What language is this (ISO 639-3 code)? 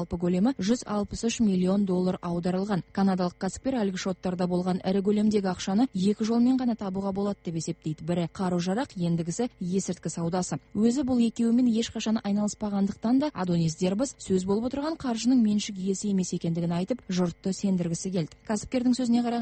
kaz